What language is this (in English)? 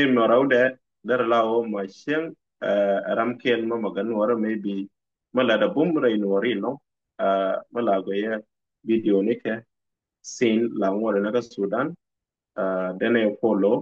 Nuer